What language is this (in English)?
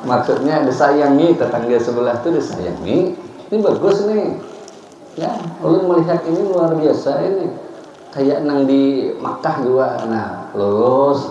Banjar